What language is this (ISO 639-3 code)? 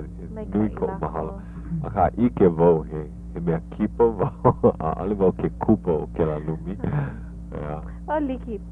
haw